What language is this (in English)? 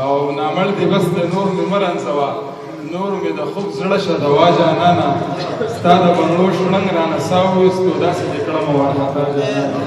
Pashto